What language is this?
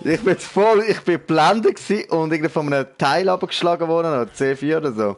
Swiss German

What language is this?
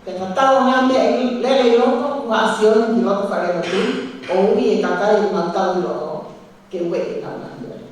Tongan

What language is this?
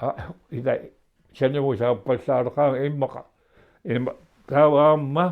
Kalaallisut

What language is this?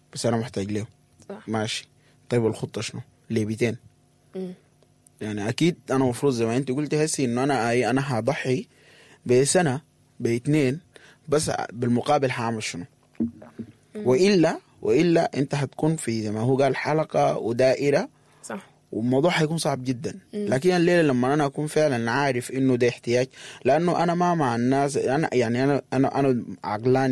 Sudanese Arabic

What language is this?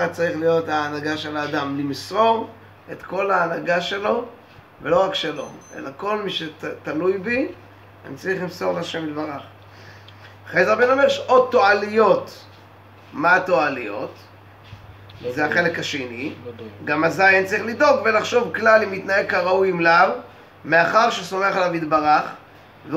Hebrew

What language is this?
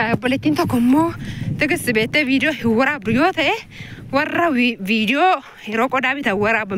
Oromo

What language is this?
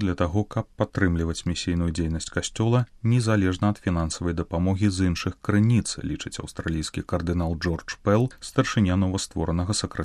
Belarusian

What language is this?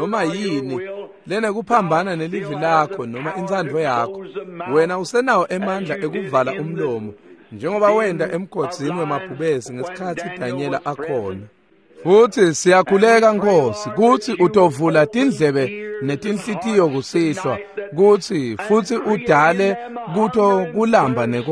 Swati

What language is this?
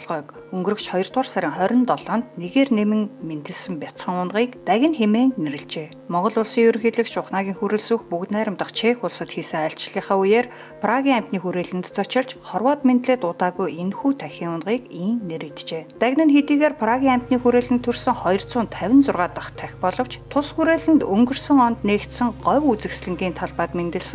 Mongolian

